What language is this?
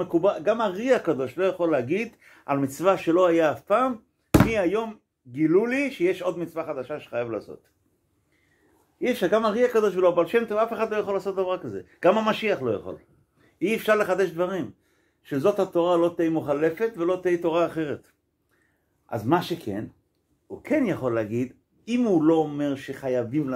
Hebrew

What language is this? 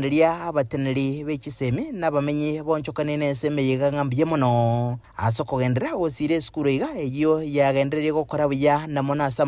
Gusii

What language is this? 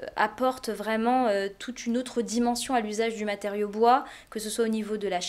French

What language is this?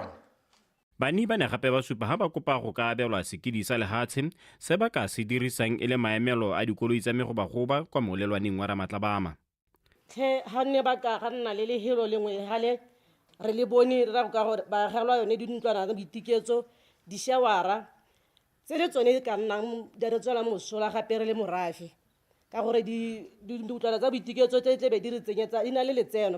Tswana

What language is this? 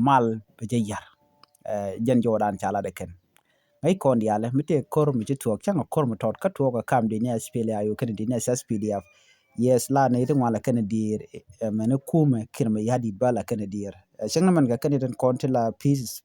Nuer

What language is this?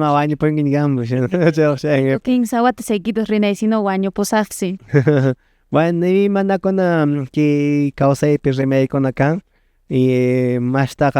Quechua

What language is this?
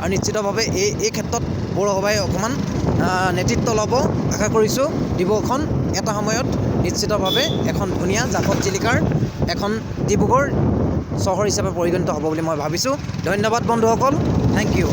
Assamese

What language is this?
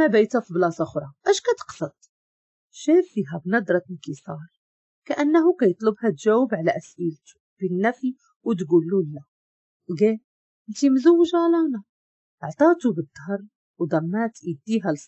Moroccan Arabic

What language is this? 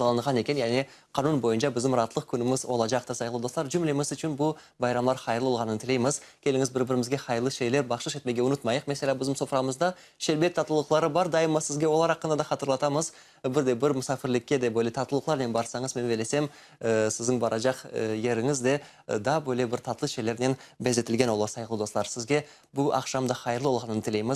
Crimean Tatar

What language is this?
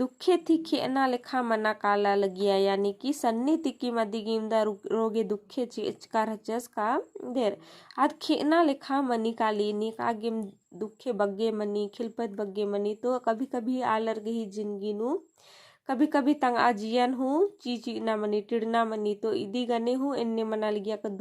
Kurukh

